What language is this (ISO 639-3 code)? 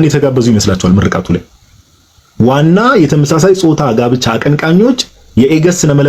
amh